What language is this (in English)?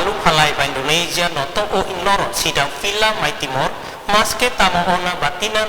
Tetum